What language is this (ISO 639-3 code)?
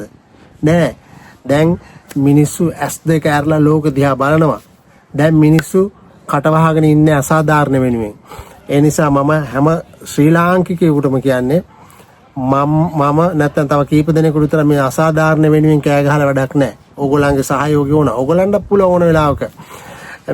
sin